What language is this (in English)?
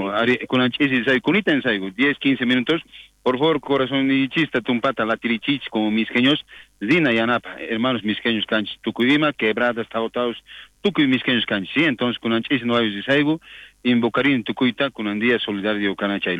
South Bolivian Quechua